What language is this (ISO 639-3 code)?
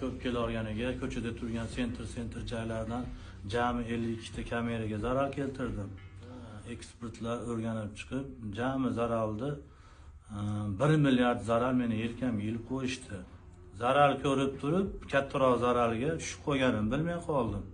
uzb